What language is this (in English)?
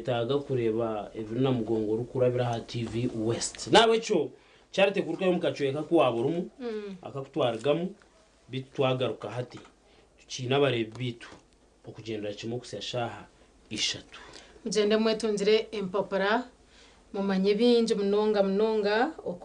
Nyankole